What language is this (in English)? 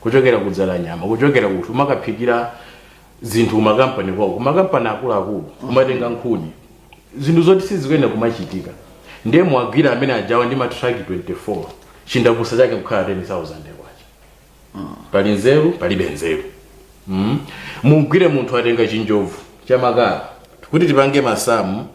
Nyanja